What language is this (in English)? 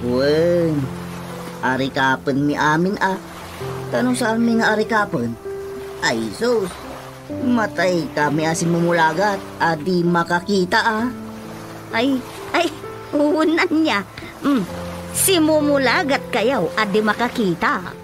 Iloko